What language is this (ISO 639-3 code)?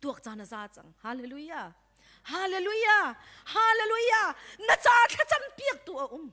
cnh